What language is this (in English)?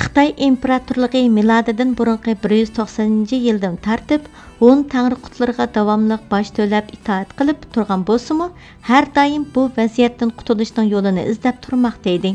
Uyghur